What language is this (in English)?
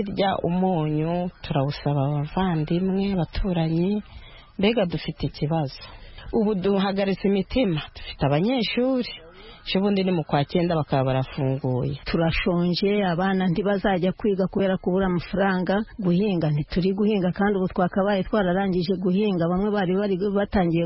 Kinyarwanda